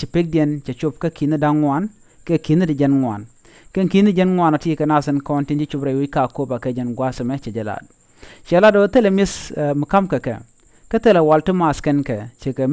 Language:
Nuer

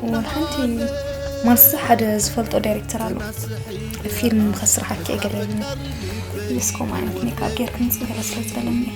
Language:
Tigrinya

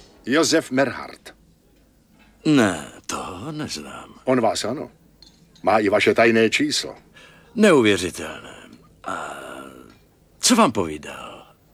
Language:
Czech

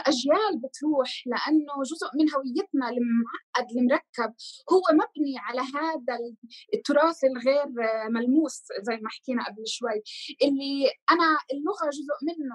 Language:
North Levantine Arabic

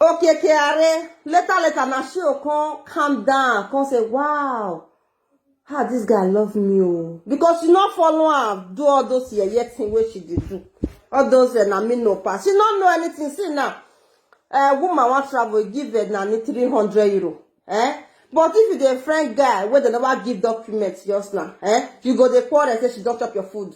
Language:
Nigerian Pidgin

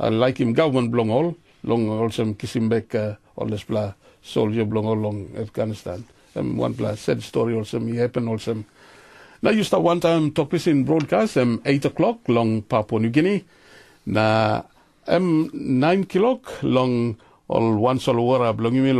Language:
Tok Pisin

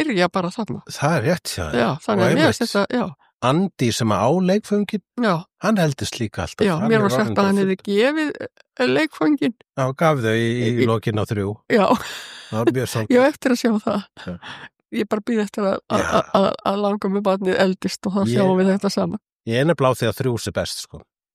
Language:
Icelandic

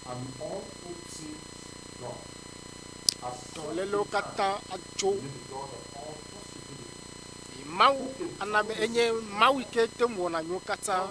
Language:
Ewe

